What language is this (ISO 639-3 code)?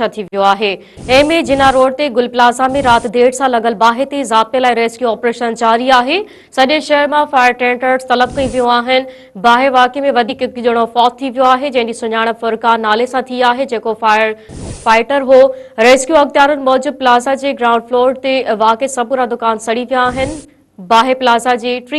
snd